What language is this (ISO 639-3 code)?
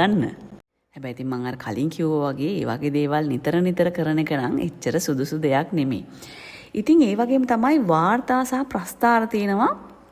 sin